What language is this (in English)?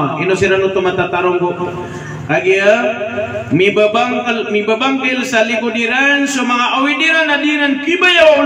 Maranao